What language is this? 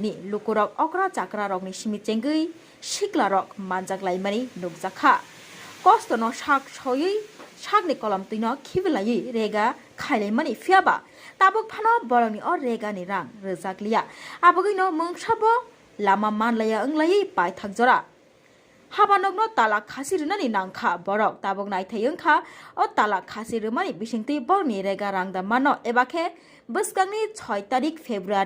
Kok Borok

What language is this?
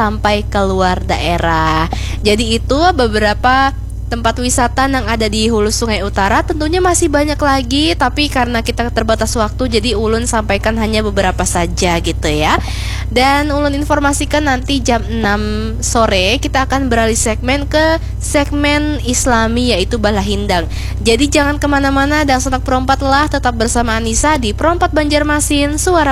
Banjar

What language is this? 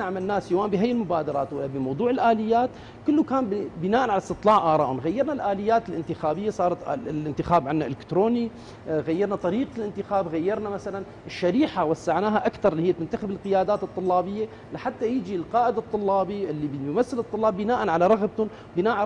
North Levantine Arabic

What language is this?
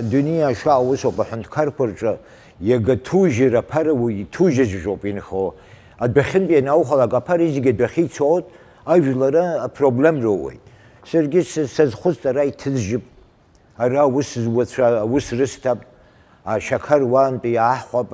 Abkhazian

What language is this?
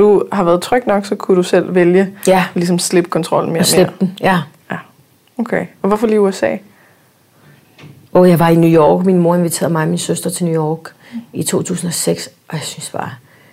Danish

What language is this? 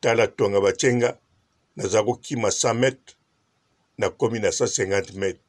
Lingala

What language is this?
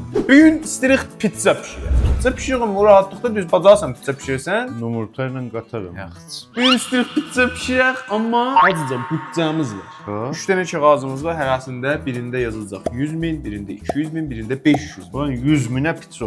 South Azerbaijani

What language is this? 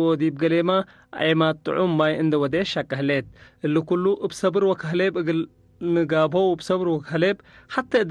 Tigre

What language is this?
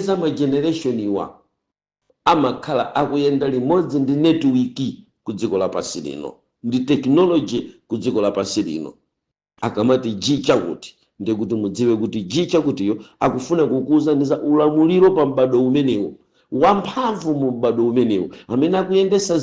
Nyanja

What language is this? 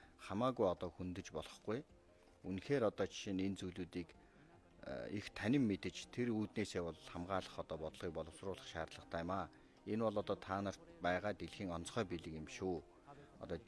Mongolian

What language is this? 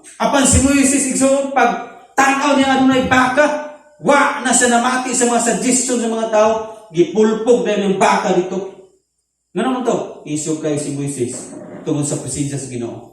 Cebuano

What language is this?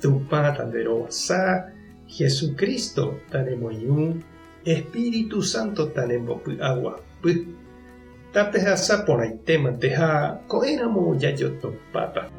Guarani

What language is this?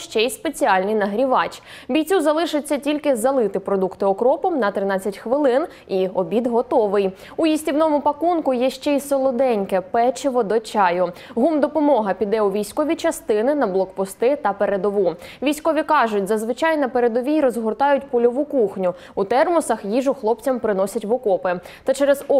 Ukrainian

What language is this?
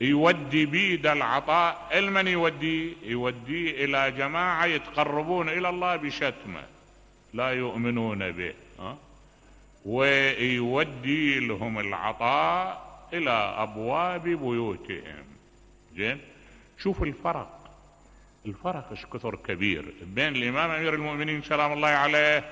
Mesopotamian Arabic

